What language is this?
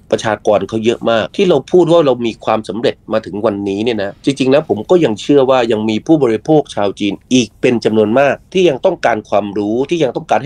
Thai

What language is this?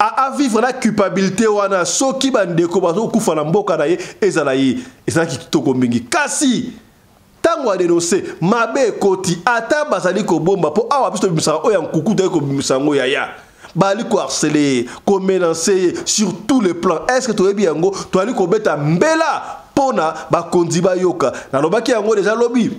Lingala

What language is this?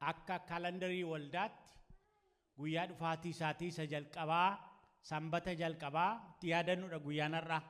Oromo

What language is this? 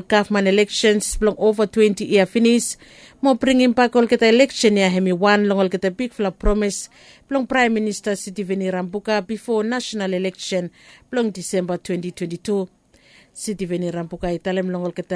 Bislama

